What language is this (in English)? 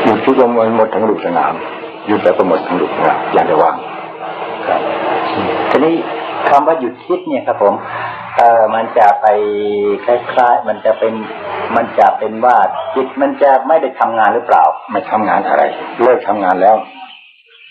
Thai